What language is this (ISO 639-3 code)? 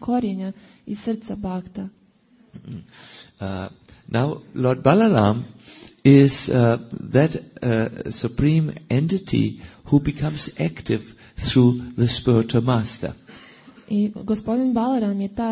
hrv